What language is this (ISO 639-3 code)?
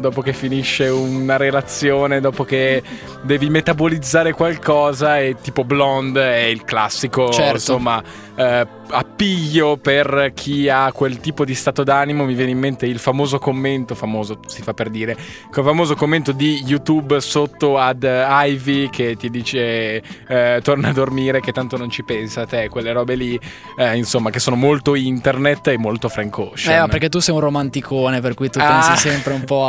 ita